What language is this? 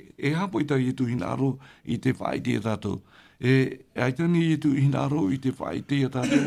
Tahitian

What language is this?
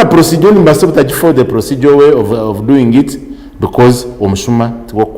Nyankole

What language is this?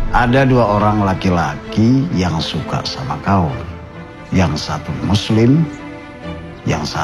Indonesian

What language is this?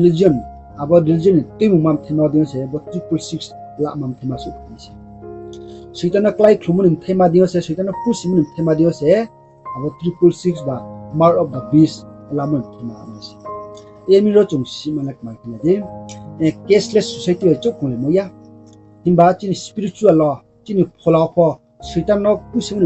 Riang (India)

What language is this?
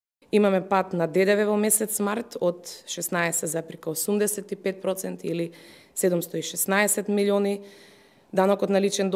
Macedonian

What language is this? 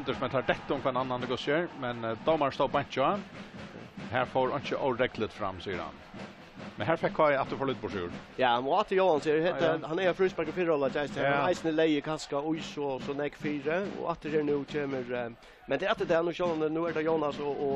Faroese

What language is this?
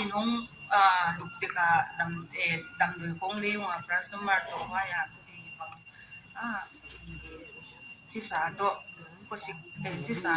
Paite Chin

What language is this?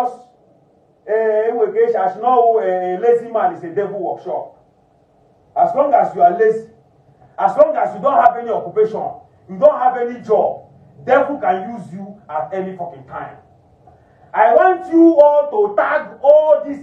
Igbo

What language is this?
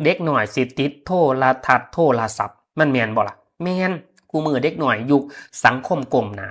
Lao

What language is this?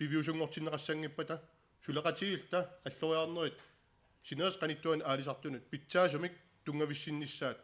Kalaallisut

